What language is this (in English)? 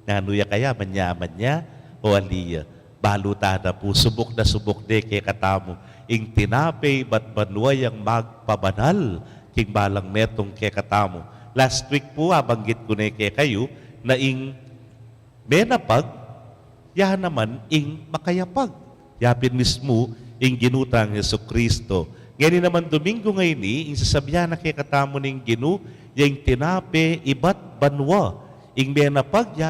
Pampanga